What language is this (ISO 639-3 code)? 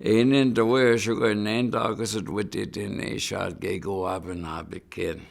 ciw